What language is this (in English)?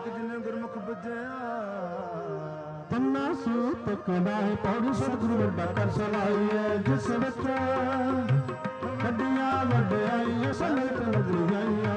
Punjabi